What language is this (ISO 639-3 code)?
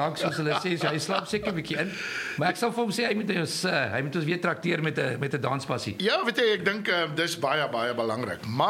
afr